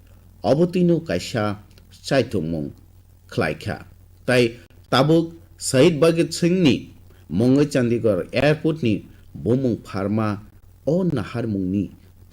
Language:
Kok Borok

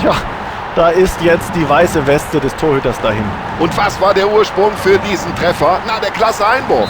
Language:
Bavarian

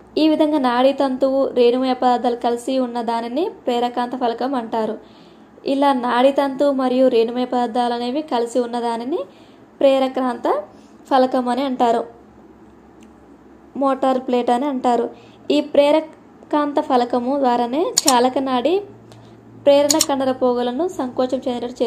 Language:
Telugu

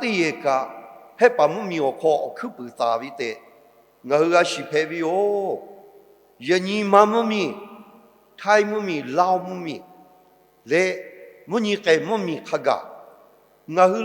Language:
Lahu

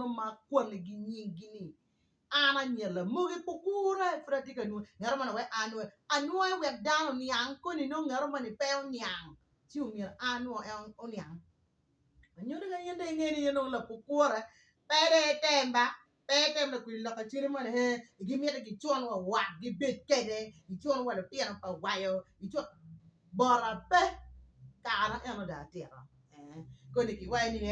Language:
Acoli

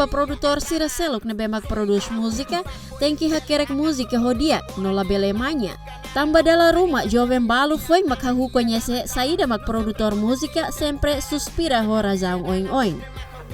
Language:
Tetum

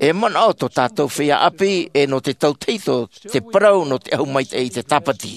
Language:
Tahitian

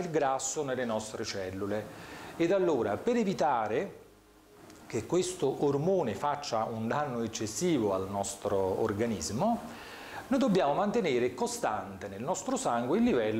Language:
Italian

